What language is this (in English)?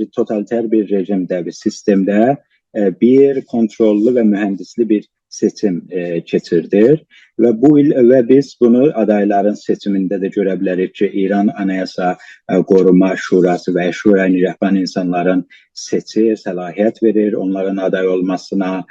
South Azerbaijani